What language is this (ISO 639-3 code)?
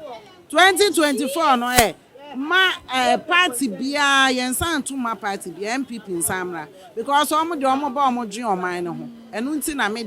aka